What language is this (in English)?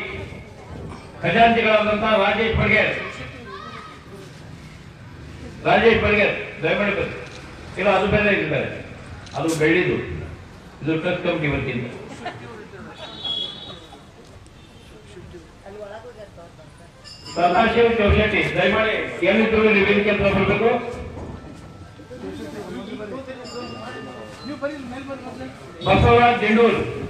Kannada